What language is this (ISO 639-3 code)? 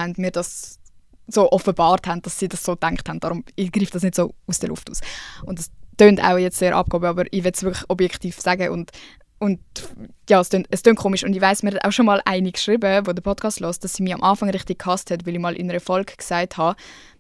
gsw